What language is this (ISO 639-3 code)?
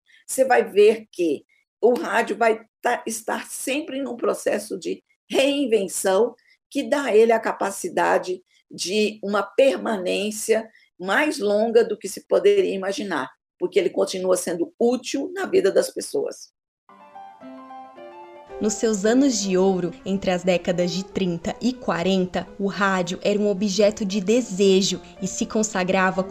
por